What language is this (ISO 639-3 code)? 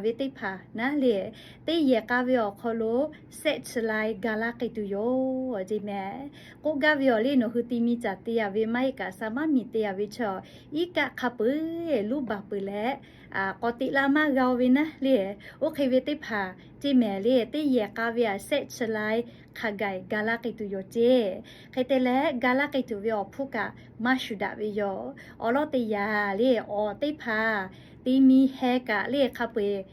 lhu